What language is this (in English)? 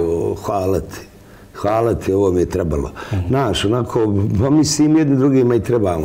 Bosnian